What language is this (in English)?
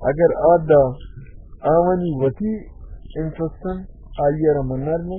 Baluchi